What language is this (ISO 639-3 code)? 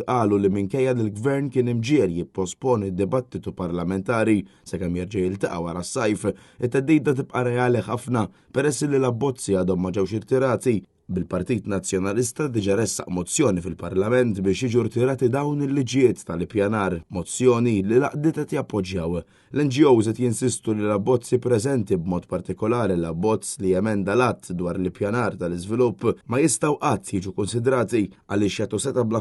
mlt